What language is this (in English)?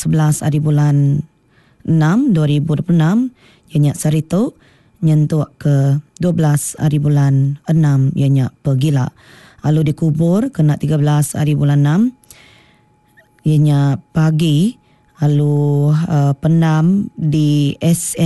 Iban